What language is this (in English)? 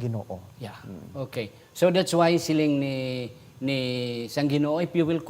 Hiligaynon